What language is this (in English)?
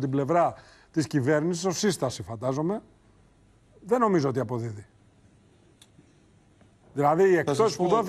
Greek